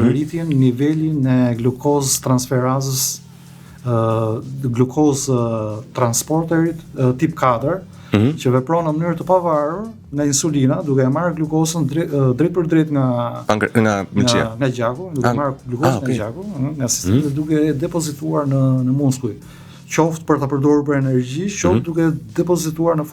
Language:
Albanian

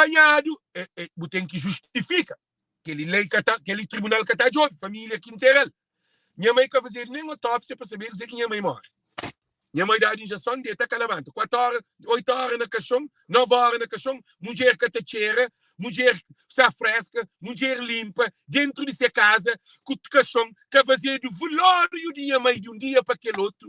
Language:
Kabuverdianu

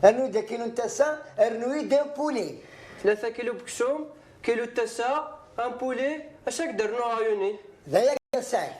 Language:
Kabyle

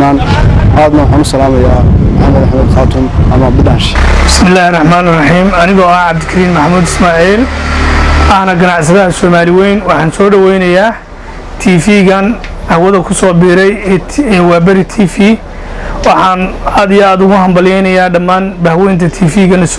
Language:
Somali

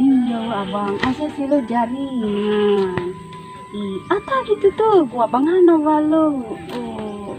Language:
Nias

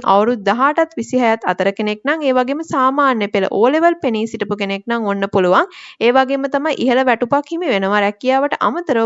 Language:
Sinhala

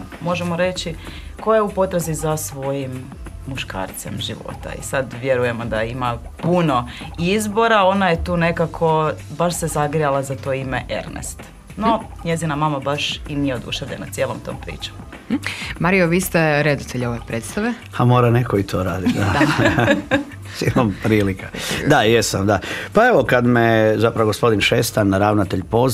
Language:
Croatian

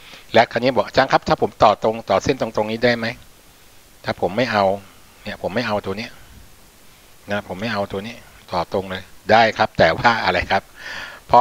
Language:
Thai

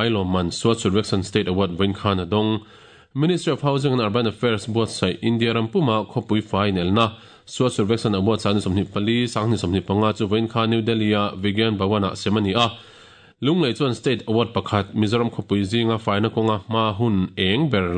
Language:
Mizo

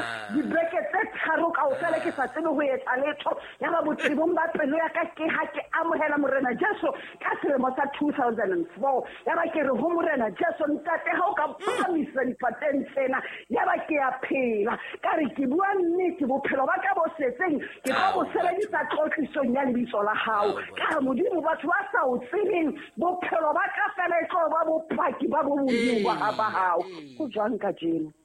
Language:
Southern Sotho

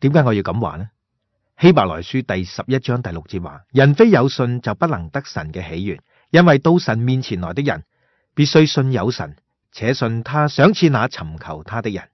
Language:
Cantonese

